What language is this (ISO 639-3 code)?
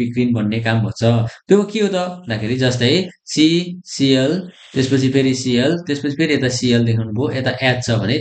nep